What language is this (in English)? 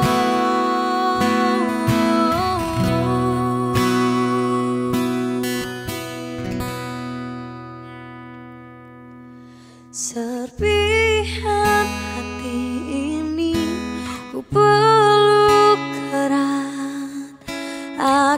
Indonesian